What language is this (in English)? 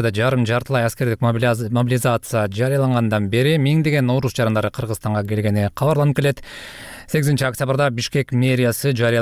Kyrgyz